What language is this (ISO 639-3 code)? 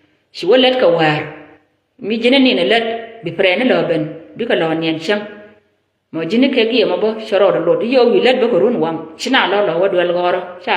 nus